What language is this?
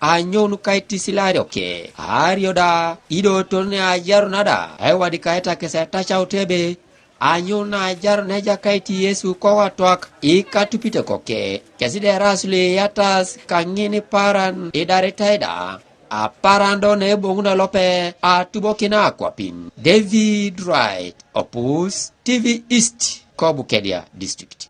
Teso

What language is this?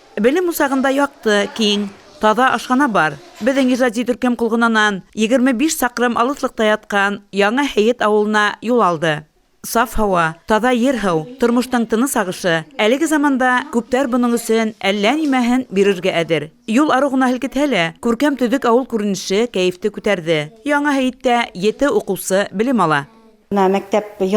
Bashkir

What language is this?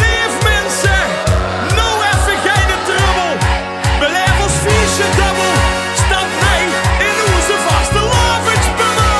Limburgish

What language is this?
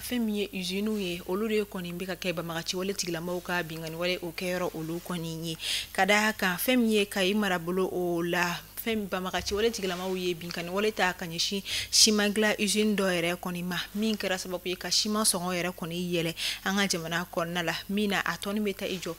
Bambara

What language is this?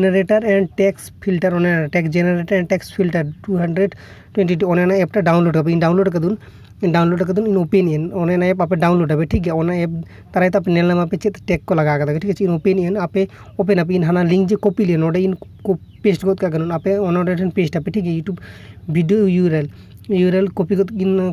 Santali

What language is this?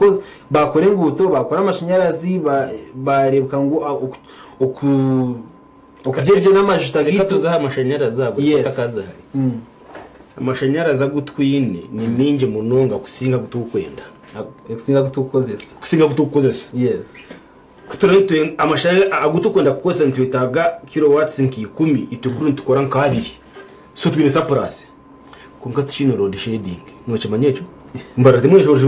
Nyankole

